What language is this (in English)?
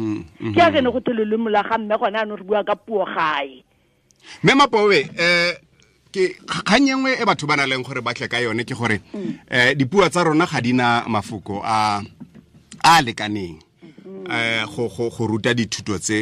Tswana